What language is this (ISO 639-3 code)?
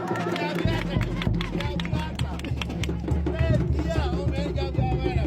grn